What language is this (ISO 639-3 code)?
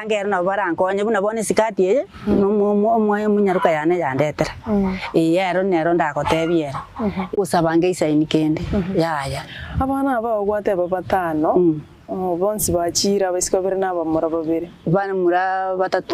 guz